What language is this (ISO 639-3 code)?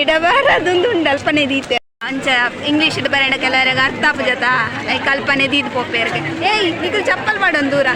tcy